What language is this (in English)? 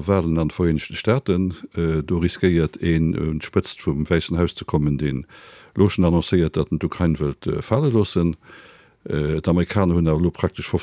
Luxembourgish